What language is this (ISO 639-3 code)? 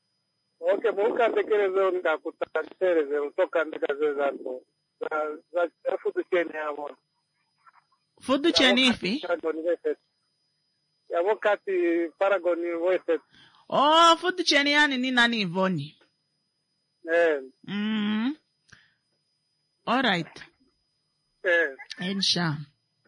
swa